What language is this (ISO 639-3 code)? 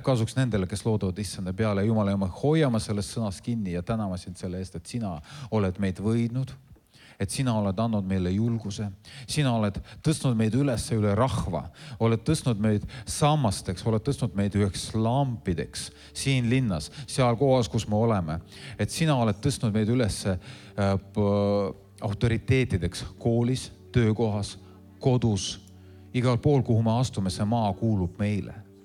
est